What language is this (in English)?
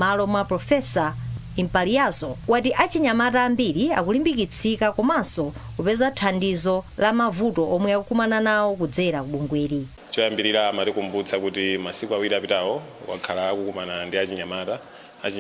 Nyanja